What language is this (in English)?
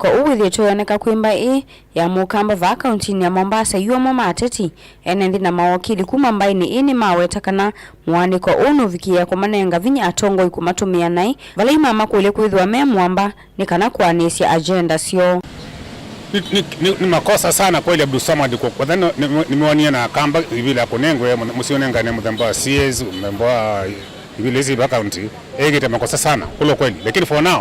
Kamba